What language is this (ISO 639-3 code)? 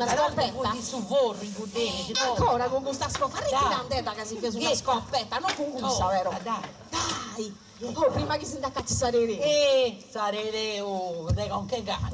srd